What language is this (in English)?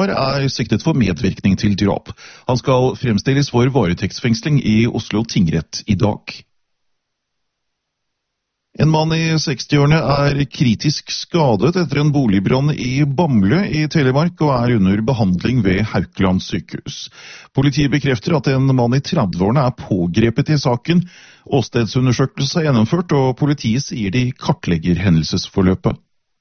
Norwegian